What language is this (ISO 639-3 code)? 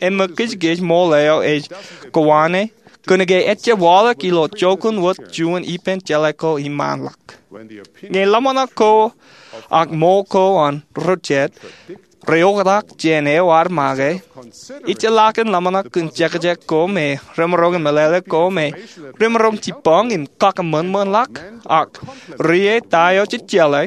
mah